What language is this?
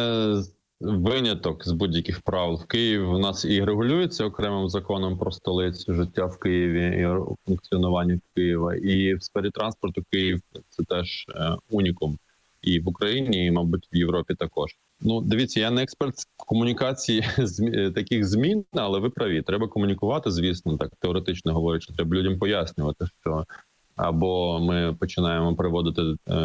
Ukrainian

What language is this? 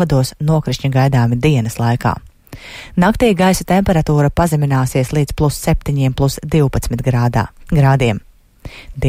Latvian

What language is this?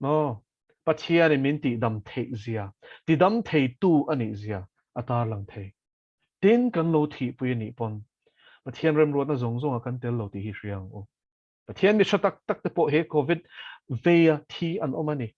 Mizo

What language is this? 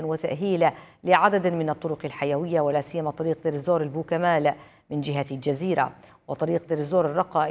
Arabic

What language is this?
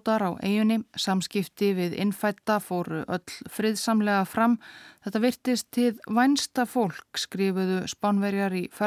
Icelandic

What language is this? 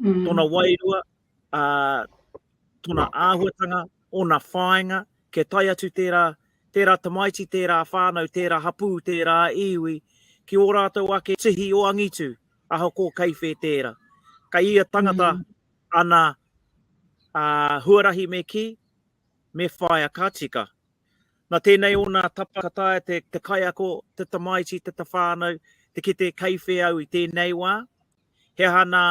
Māori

